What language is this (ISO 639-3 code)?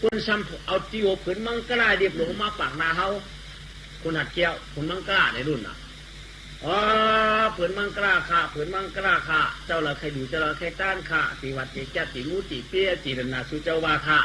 shn